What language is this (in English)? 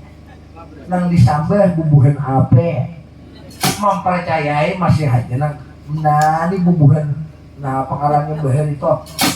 Banjar